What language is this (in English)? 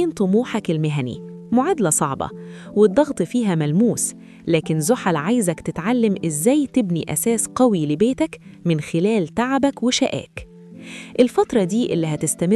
Egyptian Arabic